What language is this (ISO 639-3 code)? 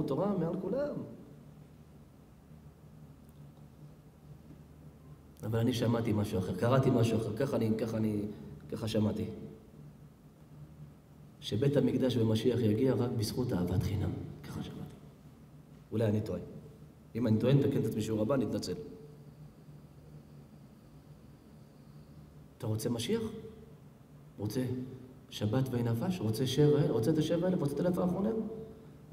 heb